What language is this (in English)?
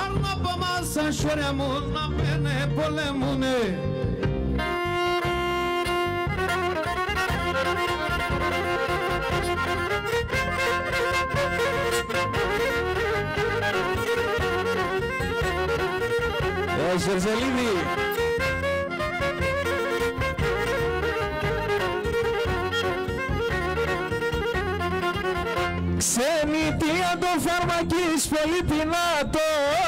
Greek